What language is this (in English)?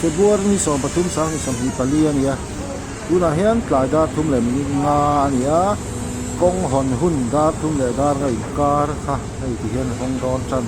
Mizo